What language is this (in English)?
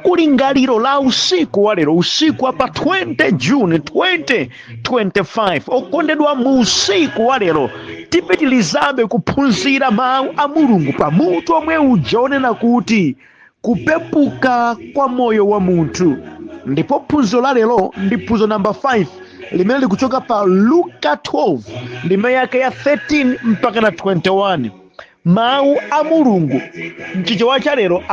Nyanja